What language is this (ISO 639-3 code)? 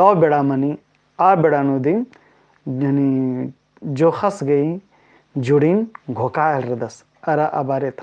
kru